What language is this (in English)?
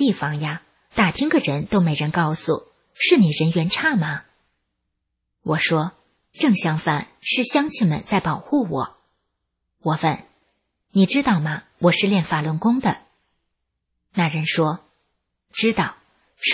Chinese